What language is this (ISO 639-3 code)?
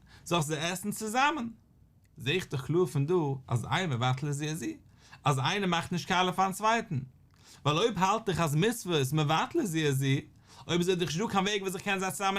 yid